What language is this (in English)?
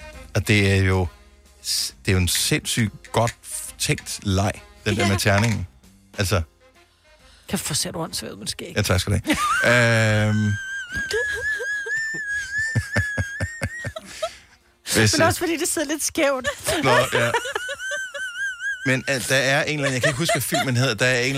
Danish